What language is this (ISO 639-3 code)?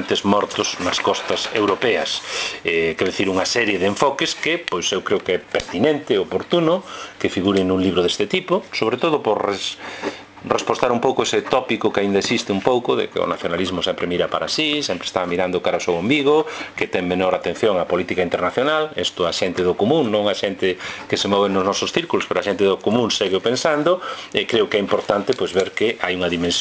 glg